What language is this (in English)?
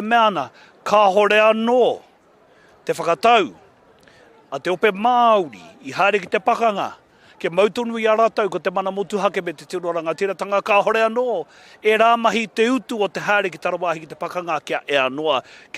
Māori